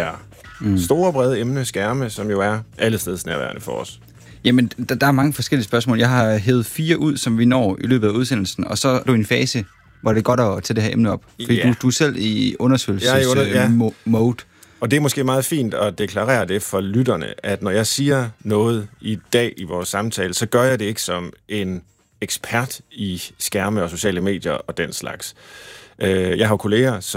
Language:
Danish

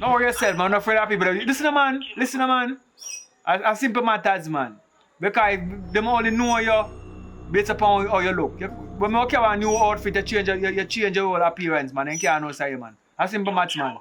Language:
Jamaican Creole English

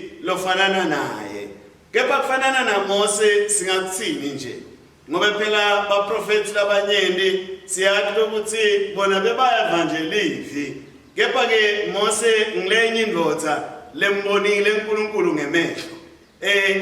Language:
Swati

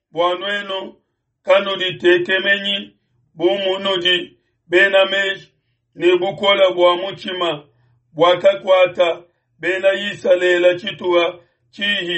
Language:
Luba-Lulua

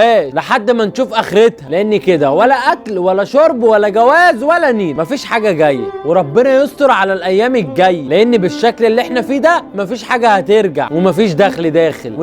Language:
Egyptian Arabic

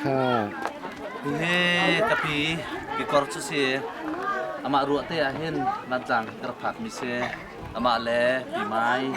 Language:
Hakha Chin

